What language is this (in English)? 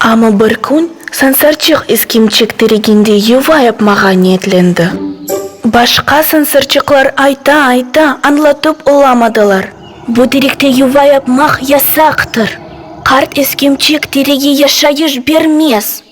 Crimean Tatar